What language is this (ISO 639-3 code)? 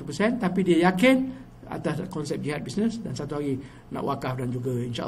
msa